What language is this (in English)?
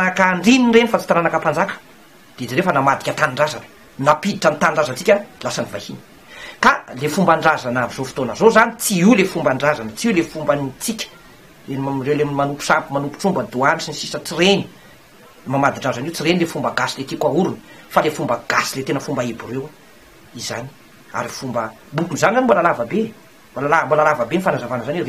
Malagasy